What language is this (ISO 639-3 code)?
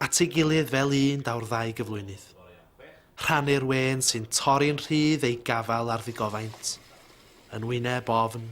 cym